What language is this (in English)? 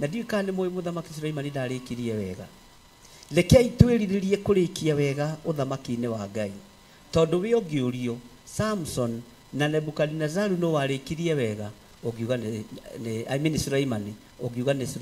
Kikuyu